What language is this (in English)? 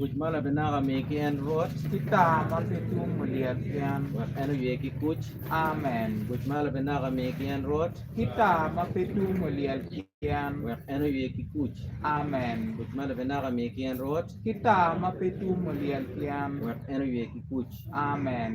Acoli